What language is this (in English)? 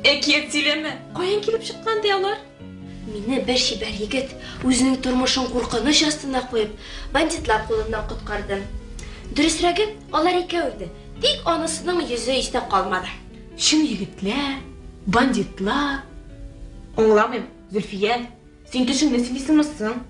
Tatar